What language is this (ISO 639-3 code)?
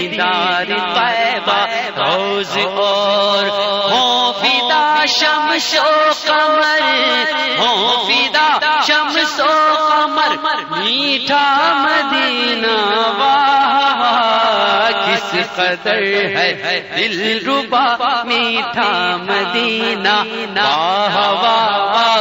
urd